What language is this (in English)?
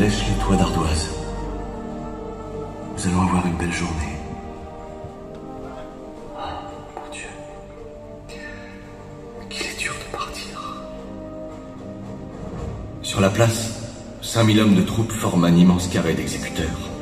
French